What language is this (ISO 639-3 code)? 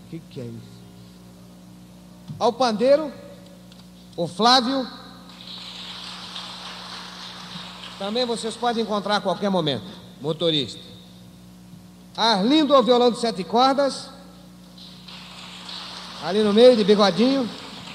por